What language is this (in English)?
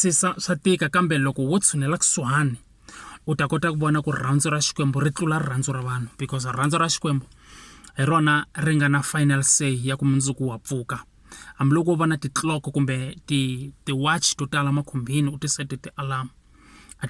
Tsonga